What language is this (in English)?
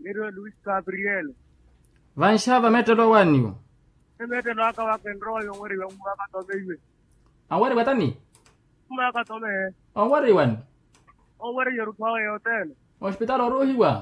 Makhuwa